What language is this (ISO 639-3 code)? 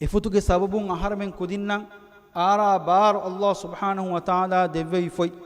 div